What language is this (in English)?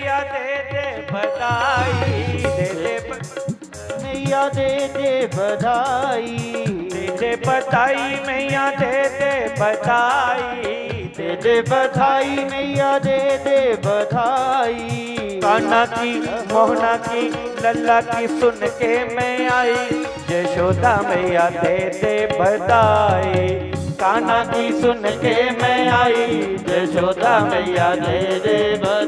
Dogri